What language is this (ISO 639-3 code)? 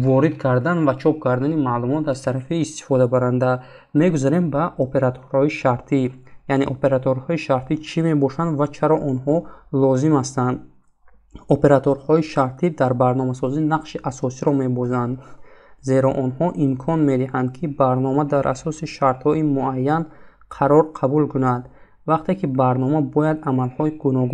tgk